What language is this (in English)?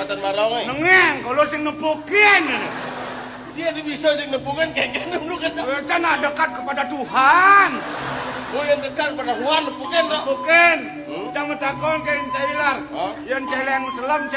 Balinese